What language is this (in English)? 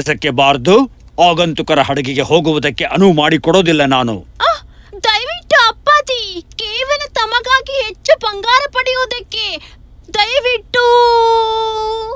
Kannada